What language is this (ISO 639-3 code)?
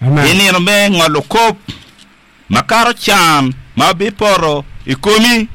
ach